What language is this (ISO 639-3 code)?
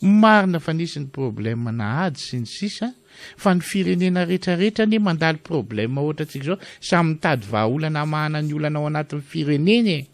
mlg